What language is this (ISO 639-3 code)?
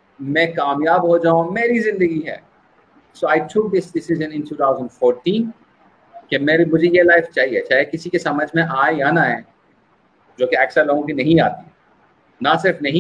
urd